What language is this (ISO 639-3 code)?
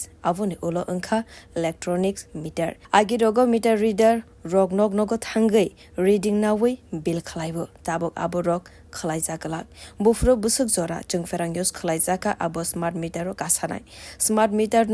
trp